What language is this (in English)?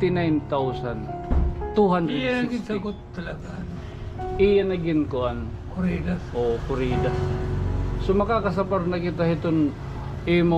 Waray